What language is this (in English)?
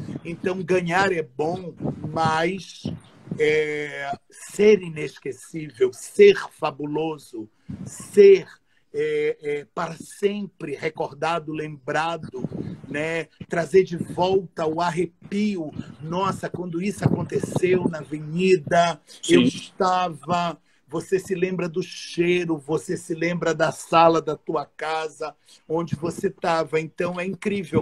Portuguese